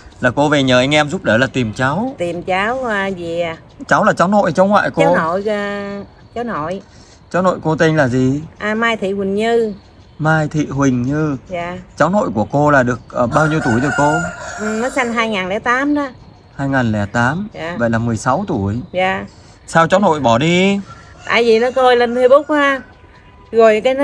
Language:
Vietnamese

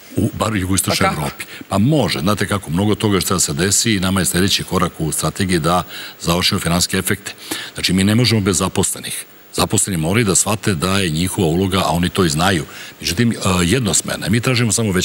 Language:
Serbian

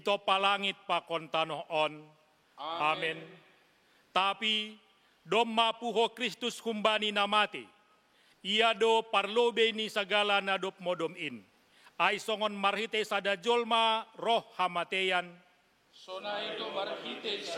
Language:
Batak Simalungun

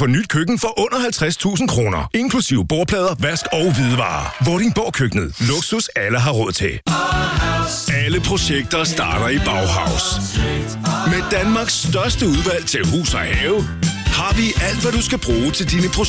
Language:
Danish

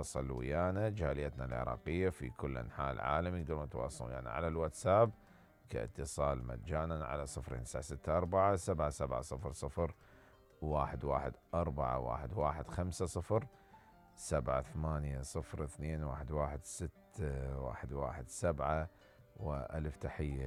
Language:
Mesopotamian Arabic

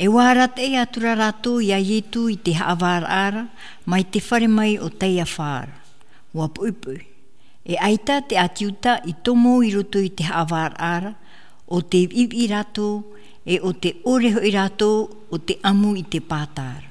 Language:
Tahitian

